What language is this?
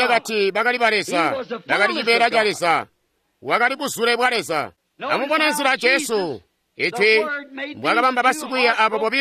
Tonga (Zambia)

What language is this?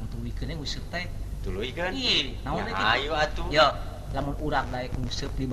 Sundanese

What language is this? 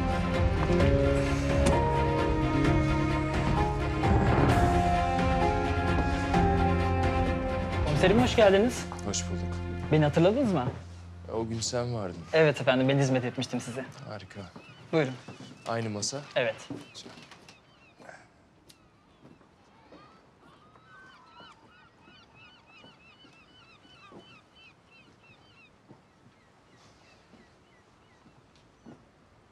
Turkish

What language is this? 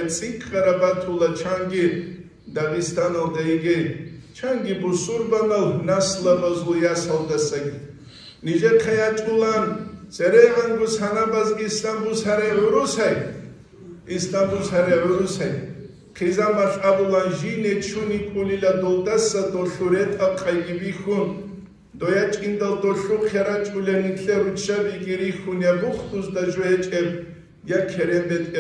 Avaric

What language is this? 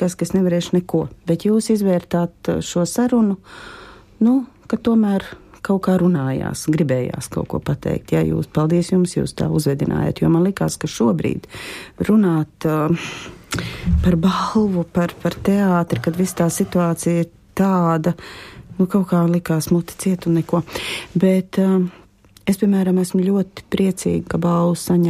Latvian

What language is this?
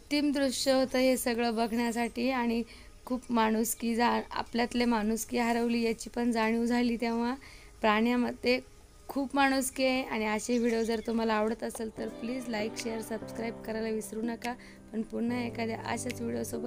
Marathi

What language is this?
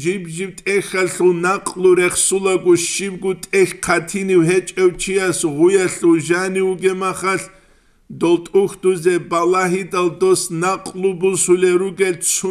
Avaric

